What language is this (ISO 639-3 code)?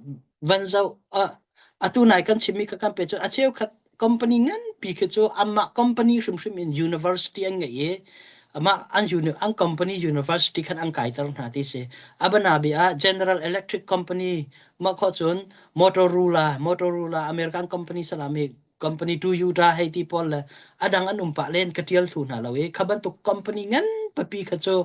cnh